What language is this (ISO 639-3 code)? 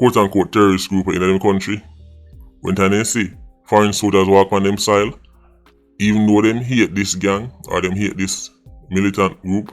jam